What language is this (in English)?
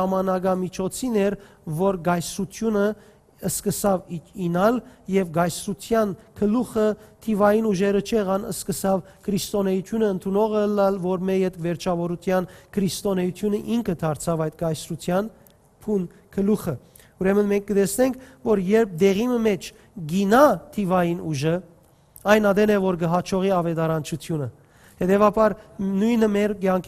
Western Armenian